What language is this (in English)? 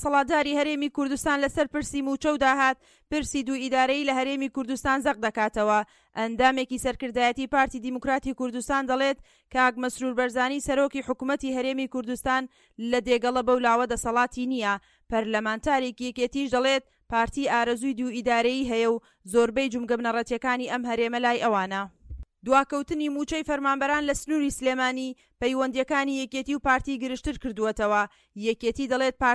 Central Kurdish